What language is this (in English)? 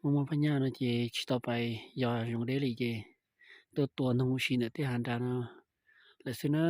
Hmong